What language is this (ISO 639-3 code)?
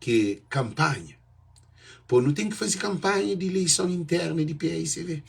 kea